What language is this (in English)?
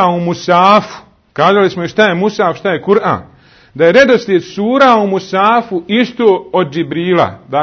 Bosnian